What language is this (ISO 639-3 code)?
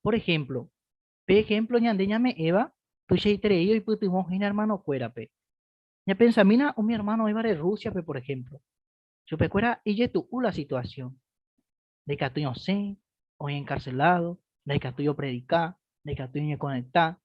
grn